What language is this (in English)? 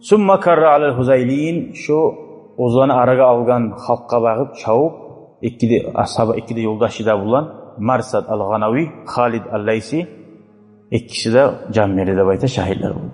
Kumyk